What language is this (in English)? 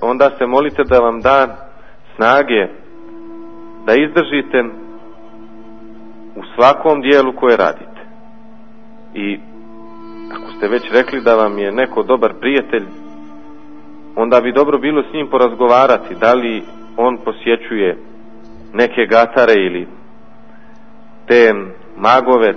Serbian